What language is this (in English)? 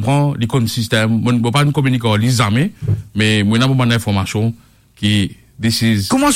Morisyen